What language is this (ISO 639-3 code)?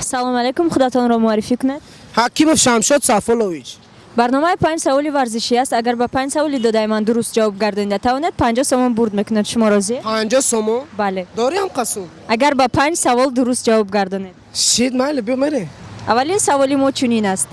tgk